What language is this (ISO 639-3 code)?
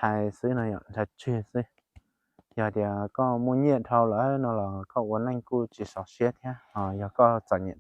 hmn